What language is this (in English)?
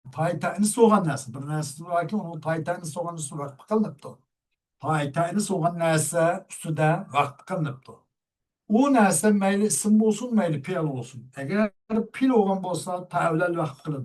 Uyghur